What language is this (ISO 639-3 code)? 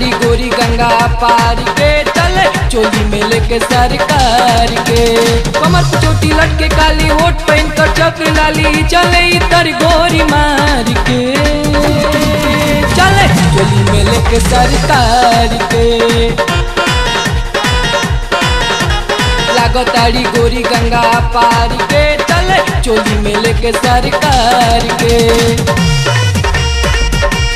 bho